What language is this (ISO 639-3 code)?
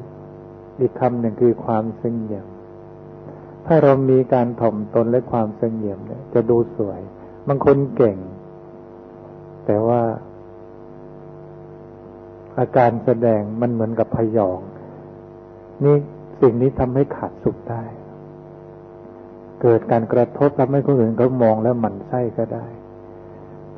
tha